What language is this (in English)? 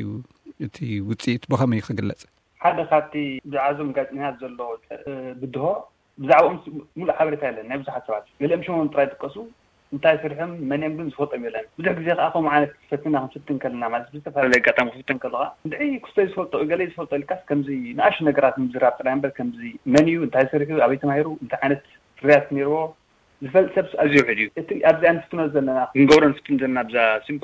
Tigrinya